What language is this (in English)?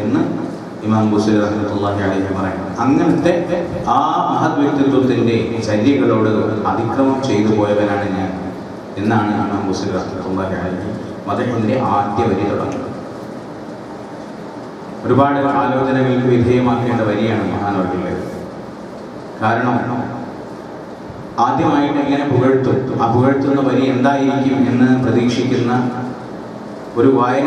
Malayalam